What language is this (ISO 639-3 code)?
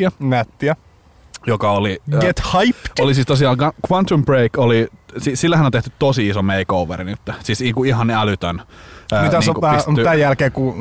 fin